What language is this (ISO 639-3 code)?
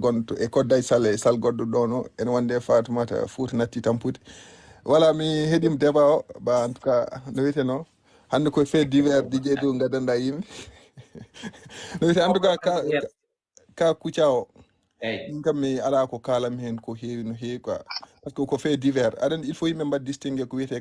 ful